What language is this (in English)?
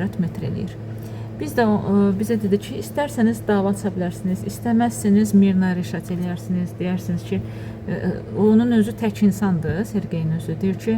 Azerbaijani